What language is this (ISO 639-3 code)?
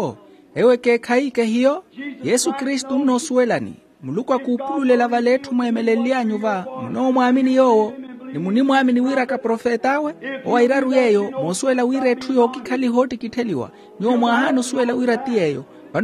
vmw